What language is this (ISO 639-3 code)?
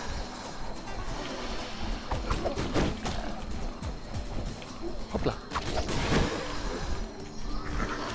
ita